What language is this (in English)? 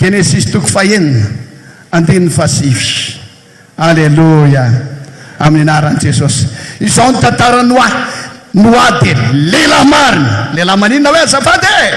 Malagasy